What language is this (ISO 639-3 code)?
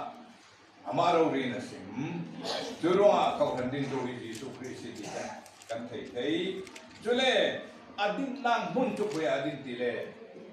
cfm